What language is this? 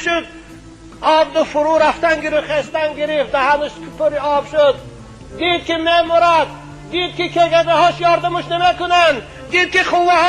Tajik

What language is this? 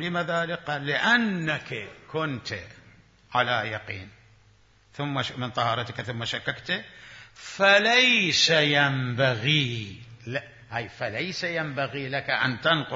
Mesopotamian Arabic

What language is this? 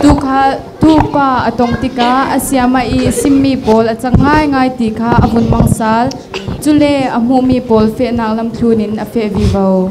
Falam Chin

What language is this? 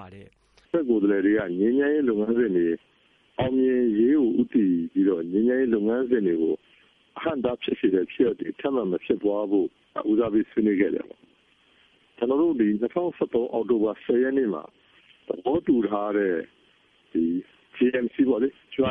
Burmese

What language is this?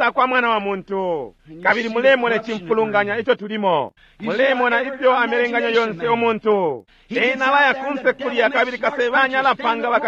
Bemba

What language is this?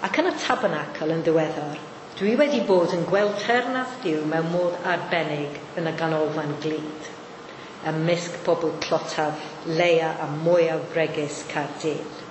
Welsh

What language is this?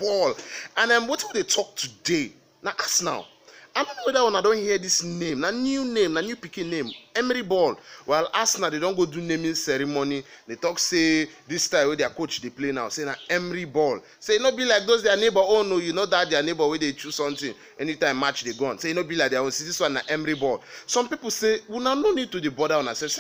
Nigerian Pidgin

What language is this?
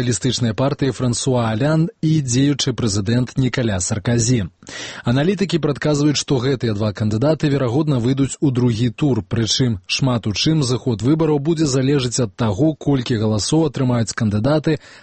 Belarusian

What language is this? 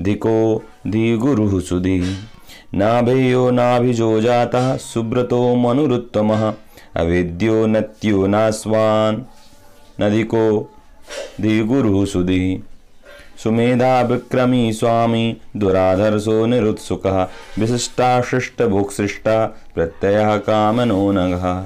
Sanskrit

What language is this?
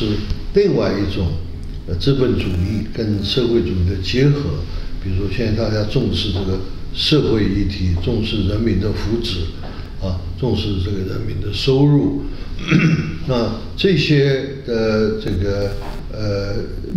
Chinese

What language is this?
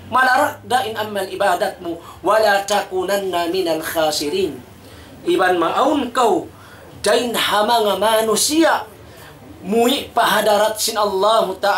Tausug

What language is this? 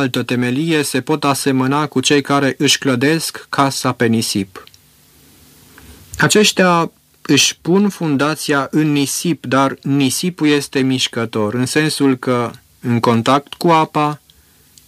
Romanian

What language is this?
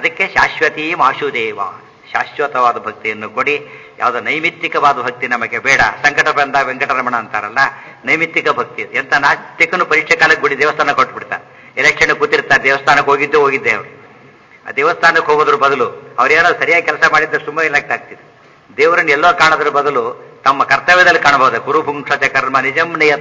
Kannada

